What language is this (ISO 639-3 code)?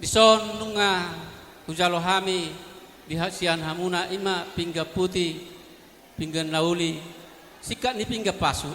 bbc